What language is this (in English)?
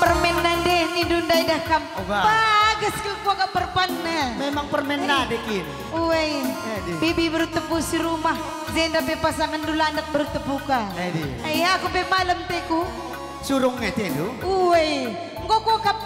Batak Karo